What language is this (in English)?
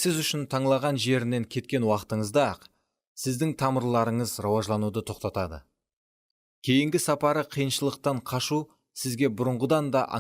Kara-Kalpak